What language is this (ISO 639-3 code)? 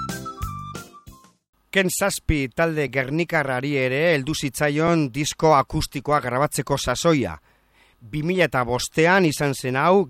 eus